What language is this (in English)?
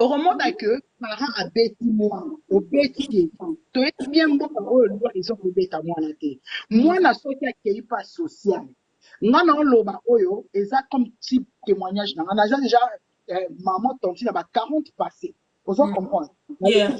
Lingala